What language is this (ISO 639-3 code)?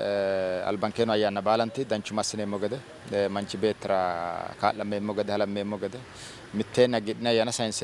sid